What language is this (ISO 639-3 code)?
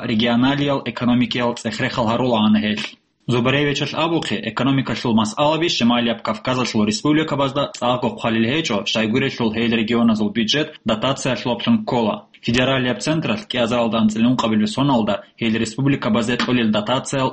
ava